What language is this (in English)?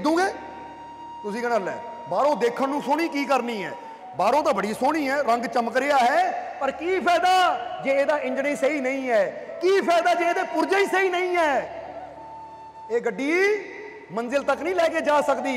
Punjabi